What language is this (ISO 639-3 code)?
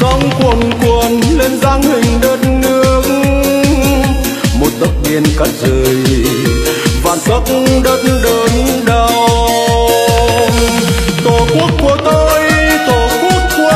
vie